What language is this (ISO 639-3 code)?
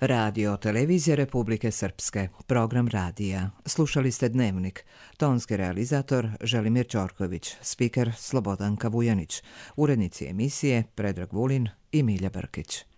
hrv